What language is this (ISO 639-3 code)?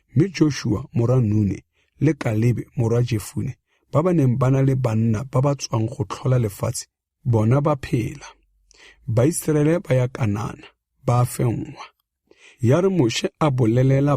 tsn